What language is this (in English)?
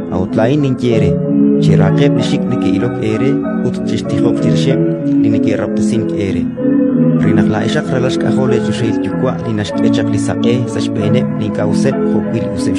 Kekchí